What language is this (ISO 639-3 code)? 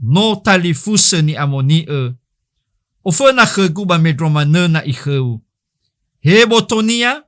nia